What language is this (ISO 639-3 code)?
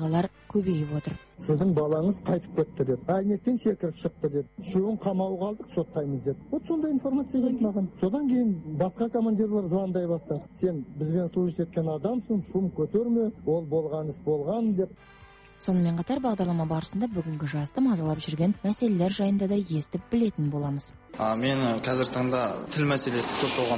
kaz